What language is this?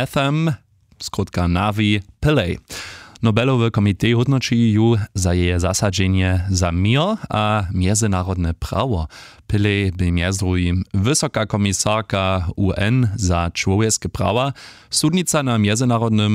Upper Sorbian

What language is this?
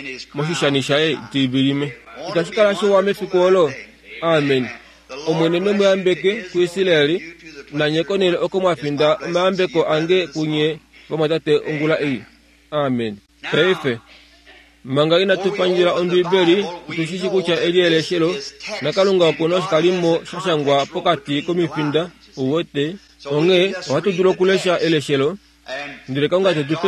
Kuanyama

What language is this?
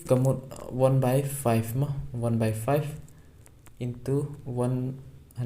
Khasi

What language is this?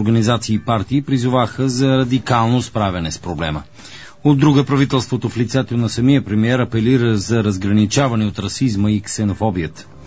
Bulgarian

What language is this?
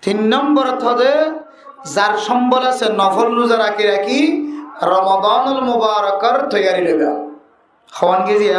Rohingya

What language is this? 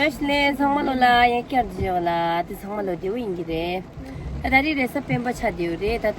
Tibetan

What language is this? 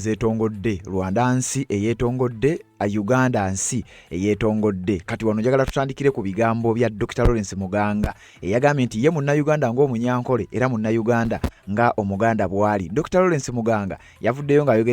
Ganda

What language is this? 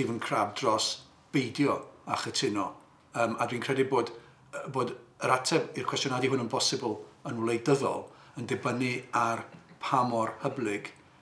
Welsh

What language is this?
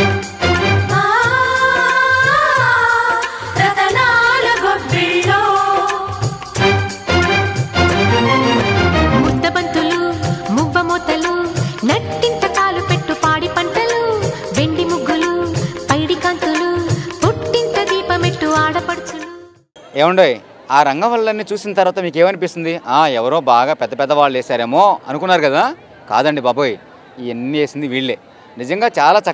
Telugu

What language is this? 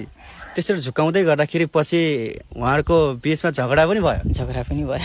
Nepali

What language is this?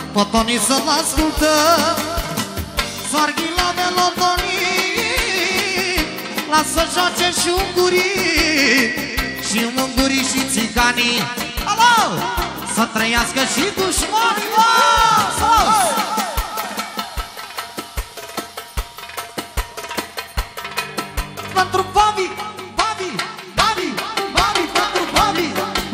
Romanian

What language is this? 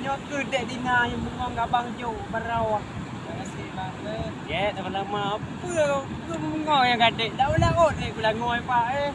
Achinese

